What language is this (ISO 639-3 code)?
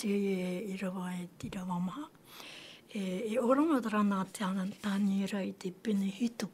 tah